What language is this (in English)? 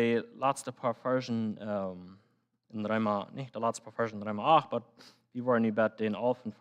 Plautdietsch